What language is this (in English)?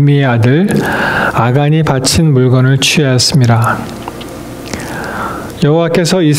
Korean